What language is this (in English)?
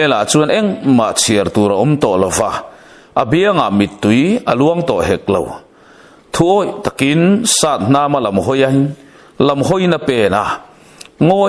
Mizo